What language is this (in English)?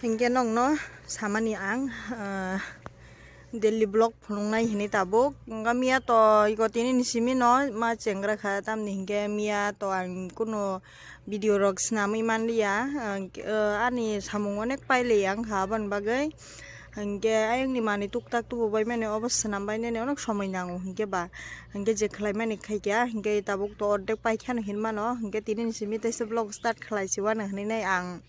Kok Borok